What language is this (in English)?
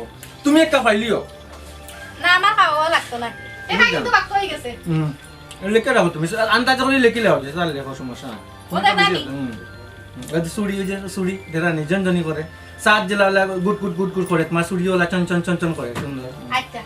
Sylheti